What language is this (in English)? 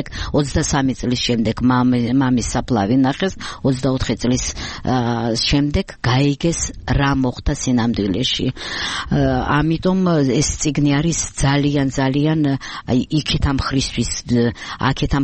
Georgian